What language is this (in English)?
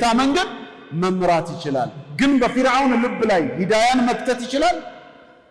Amharic